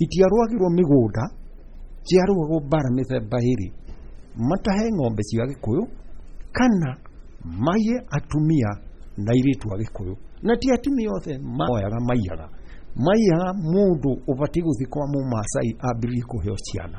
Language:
Kikuyu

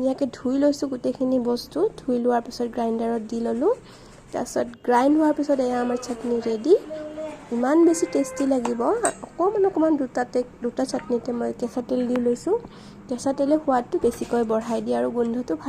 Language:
Assamese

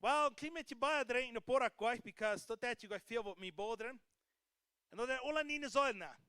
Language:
Plautdietsch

